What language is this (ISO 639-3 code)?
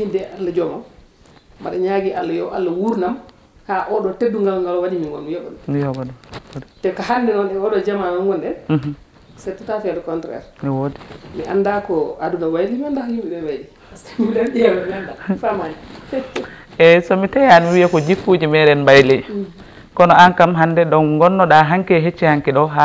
ful